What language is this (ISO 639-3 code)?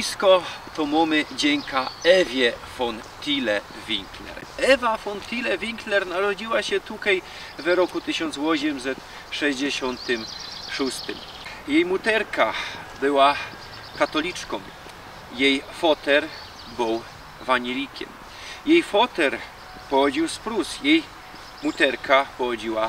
szl